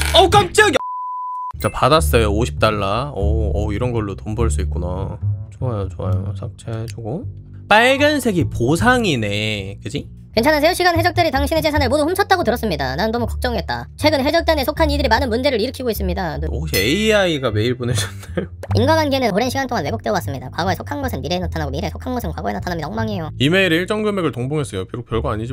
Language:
Korean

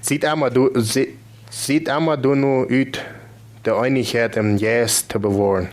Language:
Plautdietsch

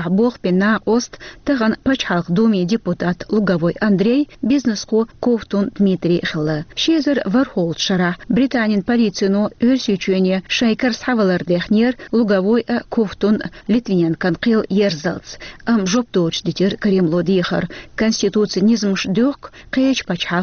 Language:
Chechen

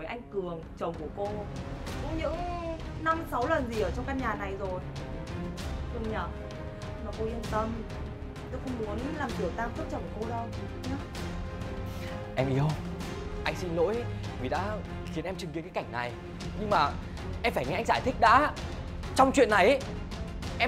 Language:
Vietnamese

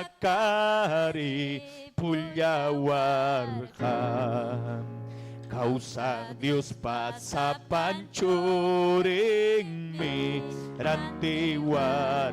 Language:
Ayacucho Quechua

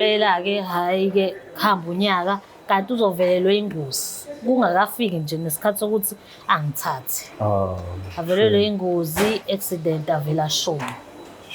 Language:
Zulu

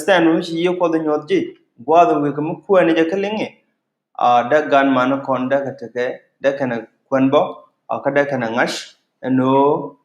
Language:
Nuer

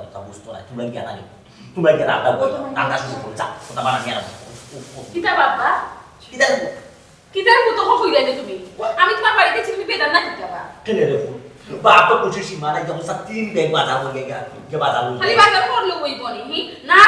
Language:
Sylheti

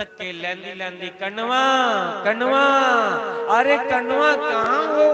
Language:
Dogri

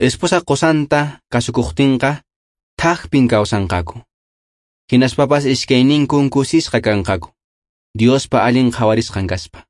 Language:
Quechua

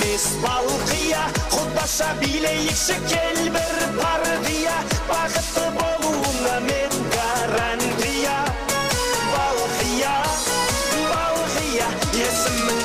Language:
Kara-Kalpak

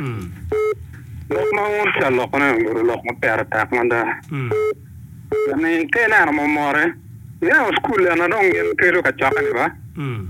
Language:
Acoli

